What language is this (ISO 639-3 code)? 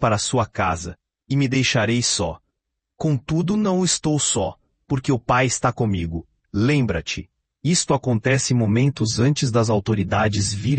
por